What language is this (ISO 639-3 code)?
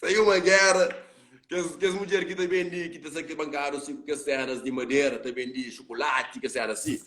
kea